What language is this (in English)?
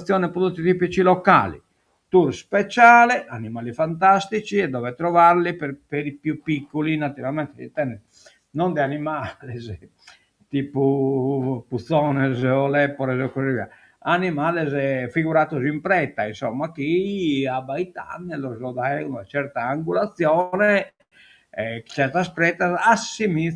Sardinian